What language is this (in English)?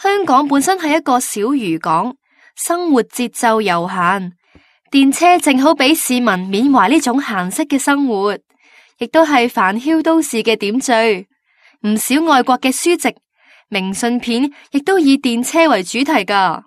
Cantonese